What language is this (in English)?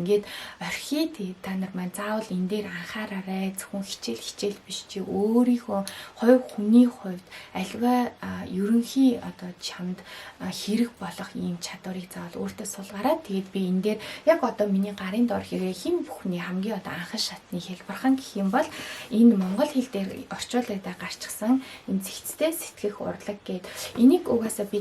Mongolian